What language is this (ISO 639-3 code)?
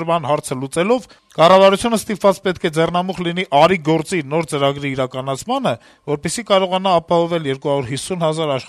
hye